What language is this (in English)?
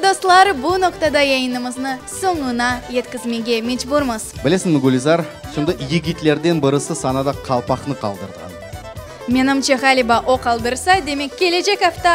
Crimean Tatar